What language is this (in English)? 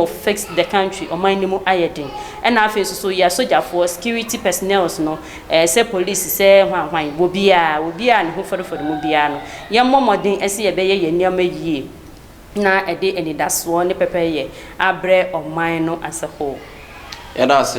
Akan